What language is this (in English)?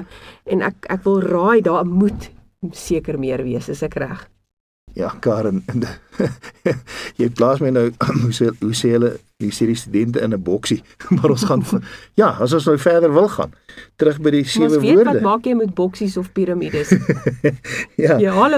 Afrikaans